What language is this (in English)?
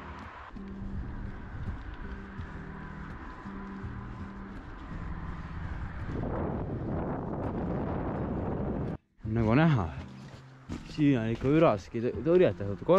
Estonian